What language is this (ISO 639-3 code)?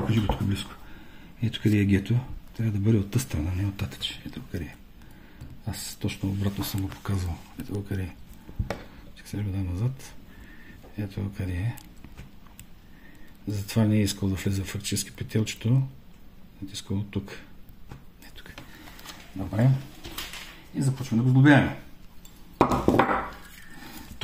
bul